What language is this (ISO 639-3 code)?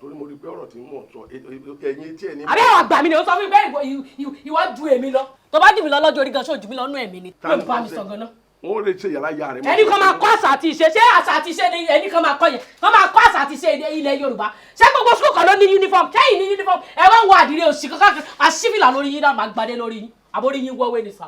yor